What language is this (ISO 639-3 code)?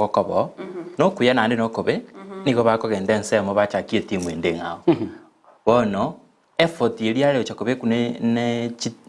guz